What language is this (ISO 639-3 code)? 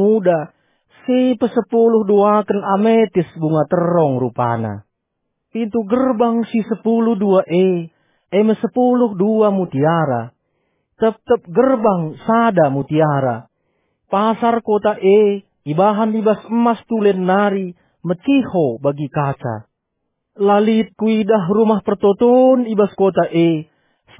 btx